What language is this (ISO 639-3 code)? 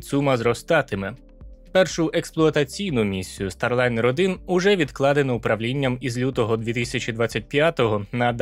ukr